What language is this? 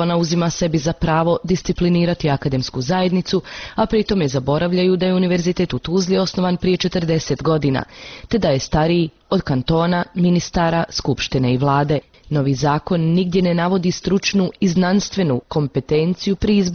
Bosnian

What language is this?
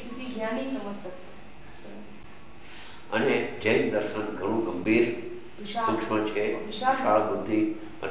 Gujarati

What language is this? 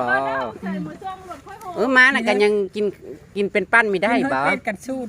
Northeastern Thai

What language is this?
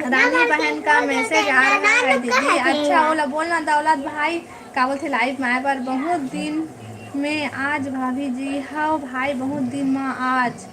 Chhattisgarhi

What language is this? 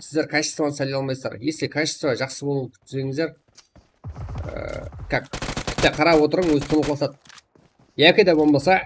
Kara-Kalpak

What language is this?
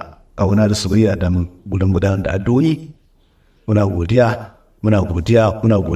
Hausa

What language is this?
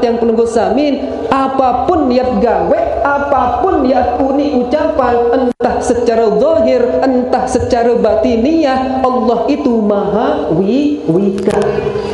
Sasak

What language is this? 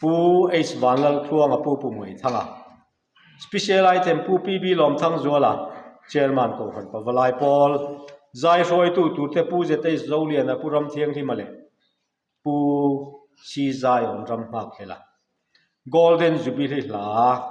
Mizo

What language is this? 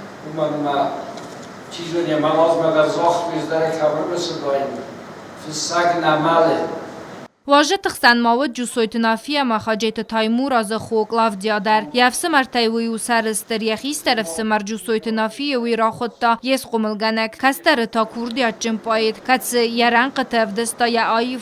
Ossetic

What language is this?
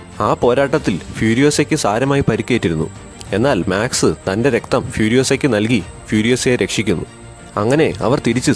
Malayalam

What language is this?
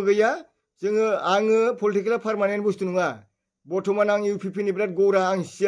Bodo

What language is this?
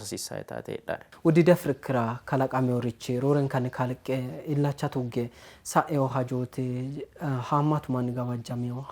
Sidamo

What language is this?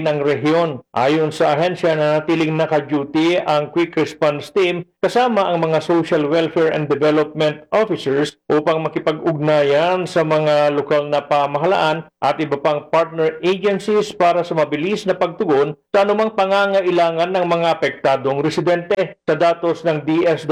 Filipino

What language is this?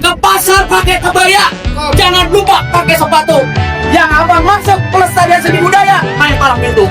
Betawi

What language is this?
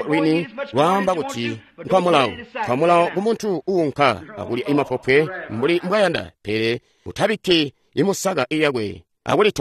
Tonga (Zambia)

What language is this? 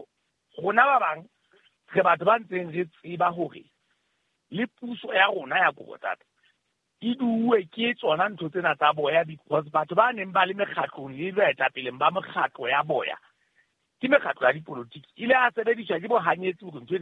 Southern Sotho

